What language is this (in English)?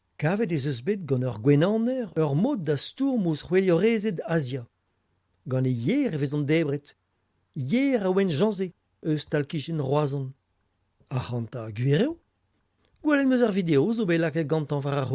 Breton